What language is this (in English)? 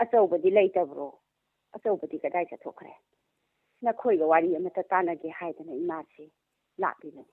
Manipuri